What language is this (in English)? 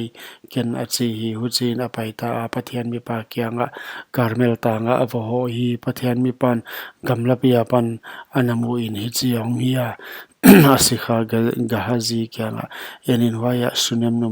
Paite Chin